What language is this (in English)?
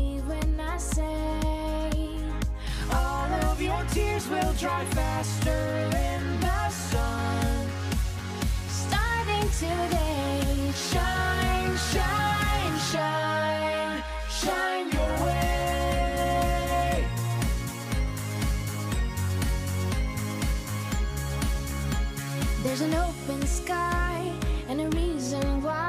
English